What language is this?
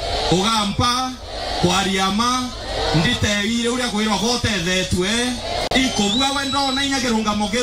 Meru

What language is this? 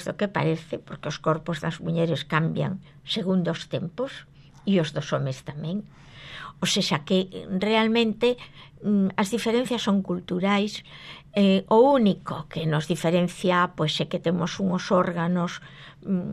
Galician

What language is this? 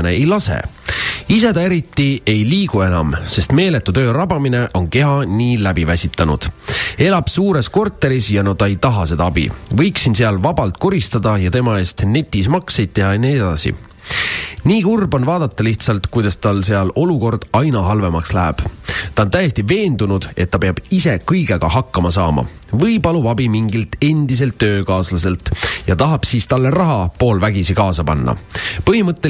Estonian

